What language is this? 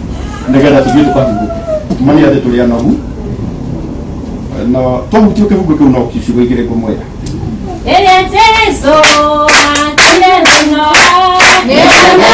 Kikuyu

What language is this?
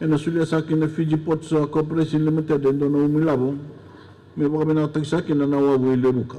Fijian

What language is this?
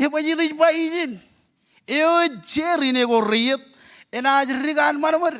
Marshallese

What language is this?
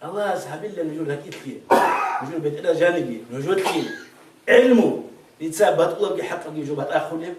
Avaric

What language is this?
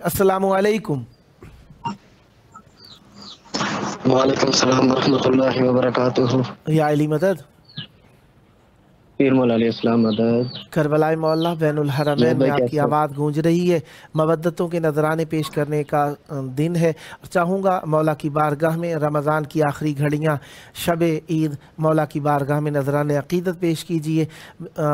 Urdu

